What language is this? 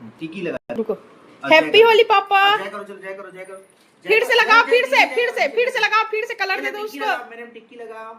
Chhattisgarhi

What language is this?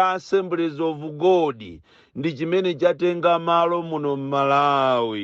Nyanja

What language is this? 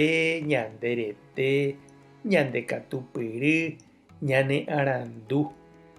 Guarani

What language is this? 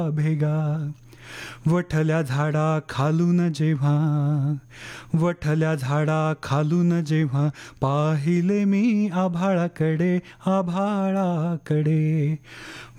Marathi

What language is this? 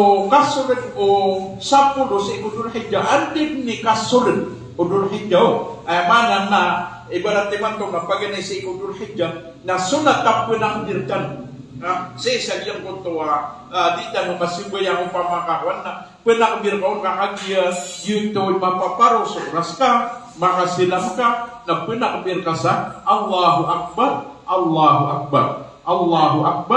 Maranao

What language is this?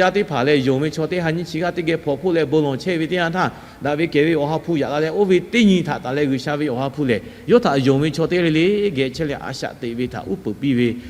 Lahu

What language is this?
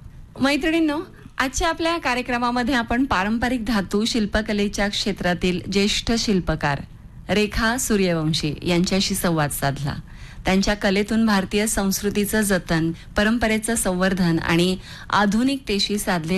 Marathi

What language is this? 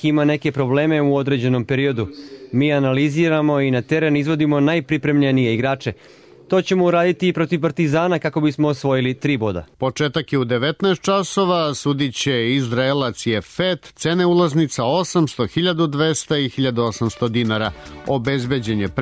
Serbian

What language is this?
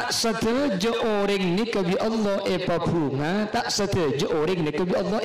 Madurese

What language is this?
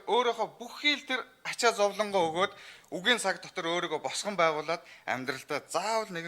Mongolian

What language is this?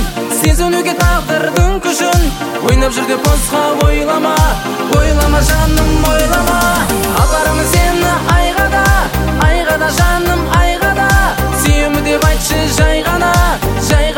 Kazakh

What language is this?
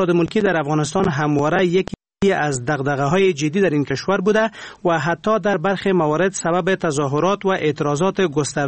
Persian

